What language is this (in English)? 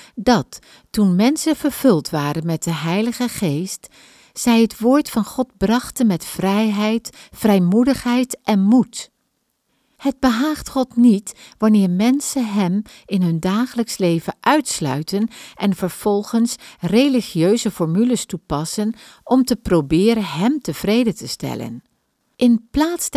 Dutch